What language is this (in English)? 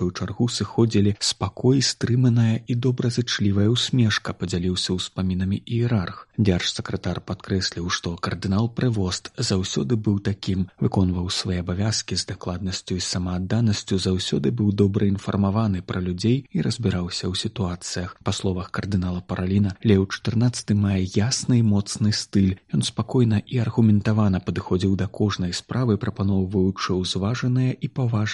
Belarusian